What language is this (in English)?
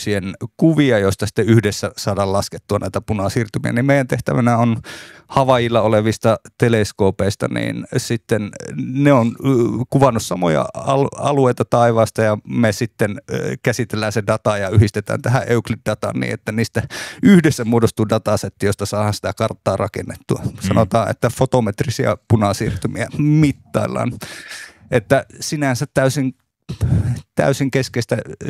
Finnish